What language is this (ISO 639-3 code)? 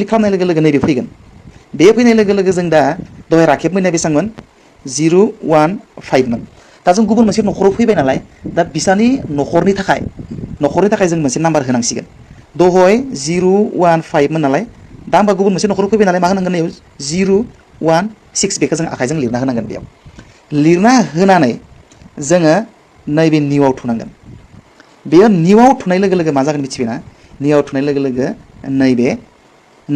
brx